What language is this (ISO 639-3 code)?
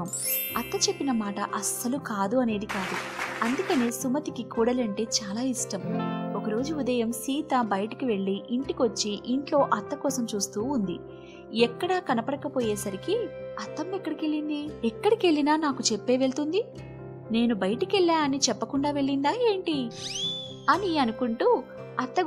tel